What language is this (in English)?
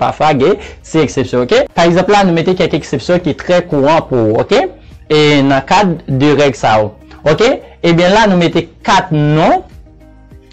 Haitian Creole